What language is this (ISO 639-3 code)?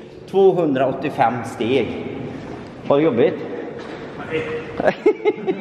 swe